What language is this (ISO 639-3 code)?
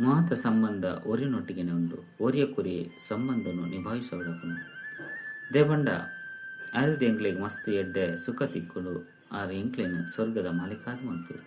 tcy